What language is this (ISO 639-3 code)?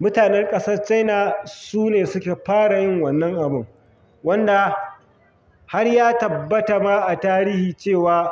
hau